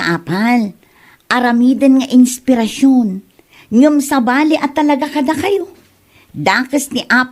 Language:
Iloko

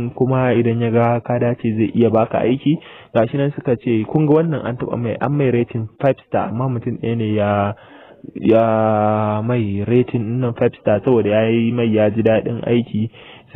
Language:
Hausa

